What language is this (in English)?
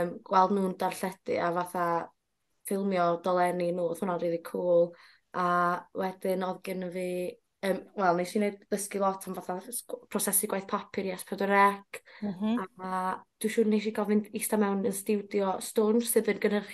Welsh